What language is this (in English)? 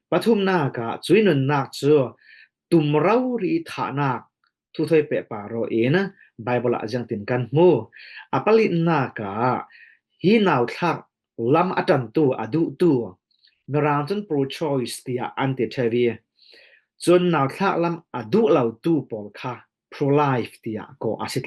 Falam Chin